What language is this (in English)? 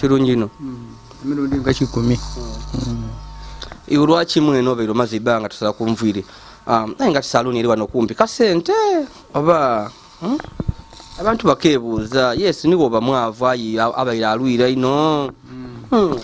Ganda